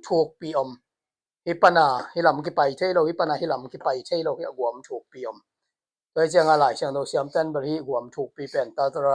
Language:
Tedim Chin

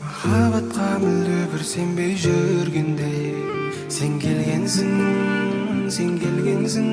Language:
Kara-Kalpak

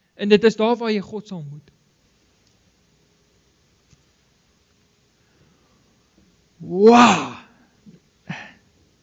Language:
Afrikaans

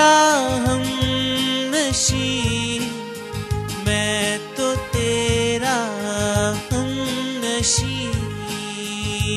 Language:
Hindi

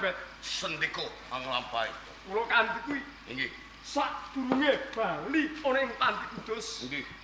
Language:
Javanese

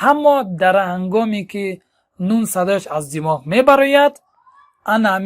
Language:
Tajik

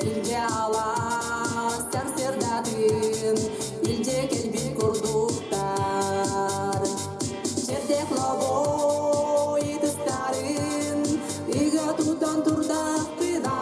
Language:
Yakut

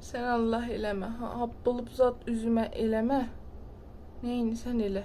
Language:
South Azerbaijani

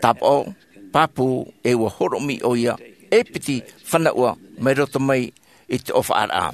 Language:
Tahitian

